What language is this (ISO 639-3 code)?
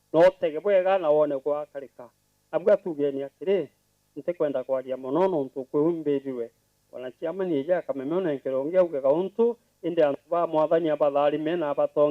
mer